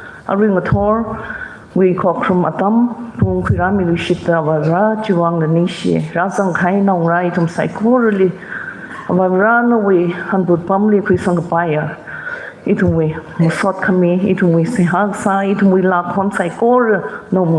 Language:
Tangkhul Naga (India)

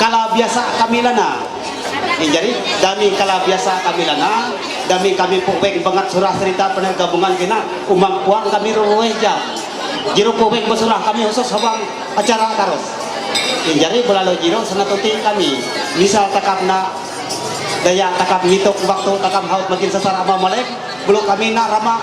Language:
Ma'anyan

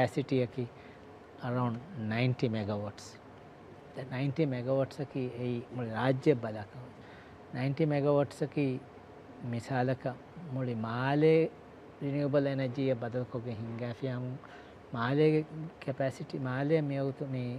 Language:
Divehi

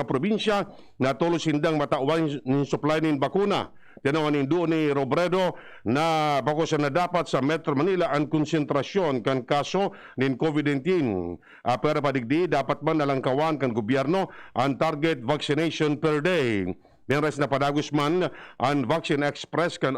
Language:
Bikol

